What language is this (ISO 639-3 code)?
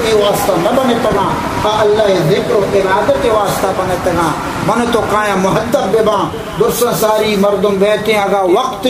bal